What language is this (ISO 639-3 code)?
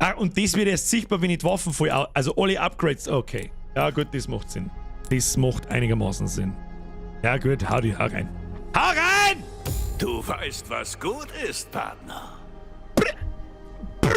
bar